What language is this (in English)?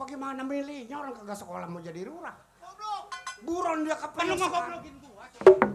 Betawi